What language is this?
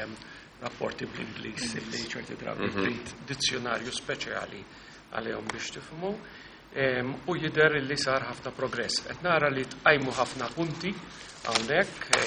Maltese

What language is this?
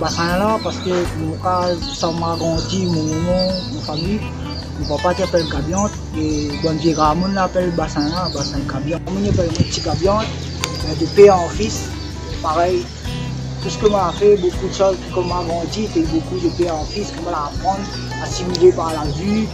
Réunion Creole French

